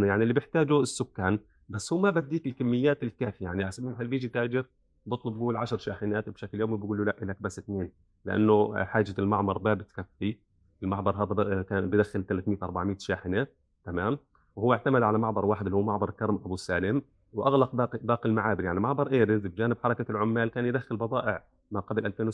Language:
North Levantine Arabic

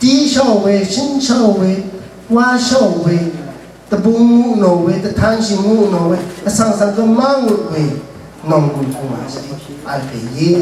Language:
Rawang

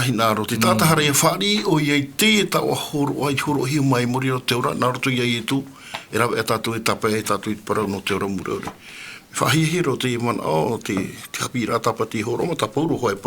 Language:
Tahitian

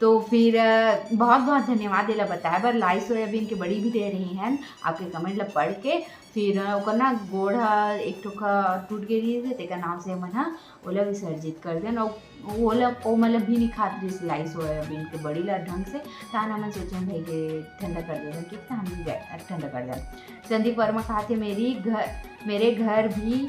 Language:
Chhattisgarhi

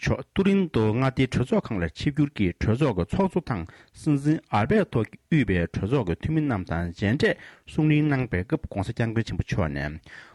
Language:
Tibetan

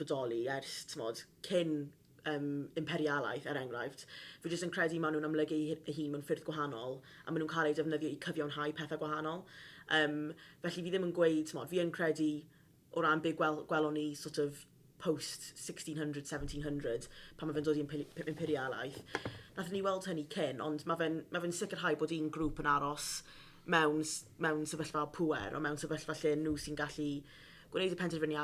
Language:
Welsh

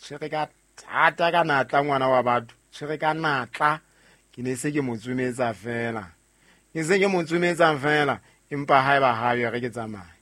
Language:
Southern Sotho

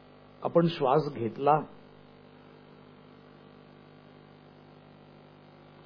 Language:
Marathi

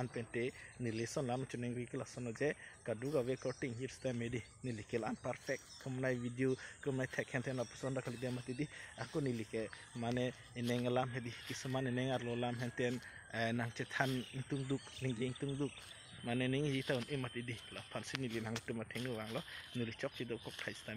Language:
Karbi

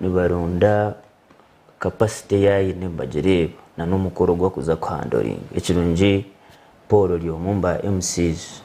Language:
Nyankole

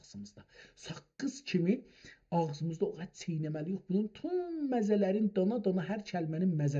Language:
South Azerbaijani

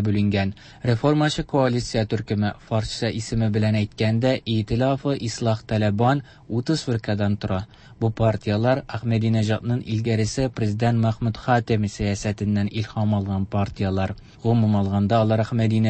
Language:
Tatar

